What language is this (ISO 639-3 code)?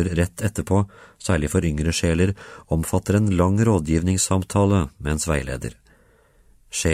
nor